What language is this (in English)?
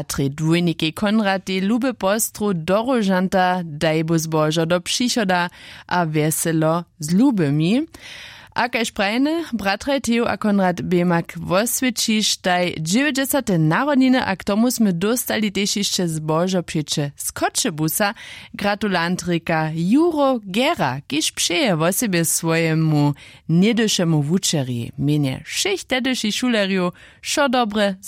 Upper Sorbian